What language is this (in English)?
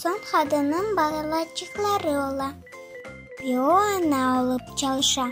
Crimean Tatar